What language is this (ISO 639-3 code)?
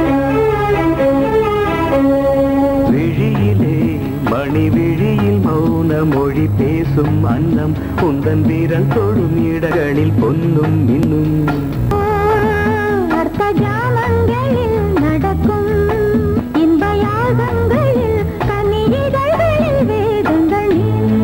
tam